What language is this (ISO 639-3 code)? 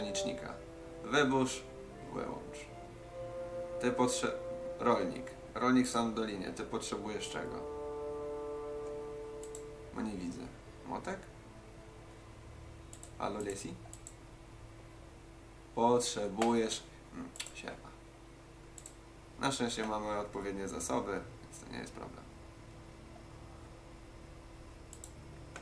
pol